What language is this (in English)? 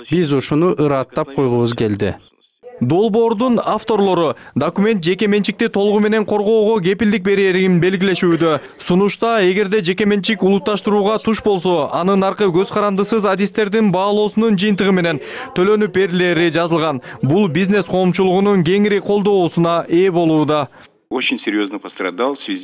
Kyrgyz